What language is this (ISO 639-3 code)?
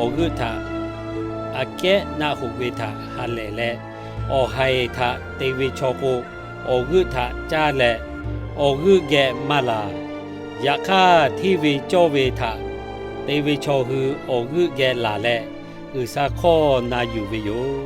lhu